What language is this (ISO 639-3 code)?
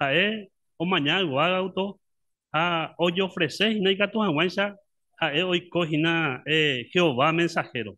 grn